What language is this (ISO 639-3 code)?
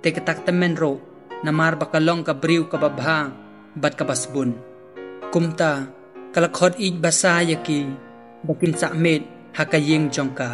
kha